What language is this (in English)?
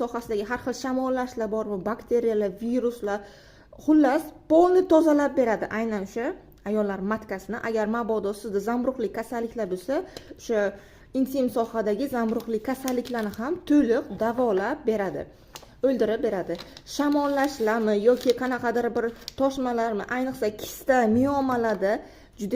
Uzbek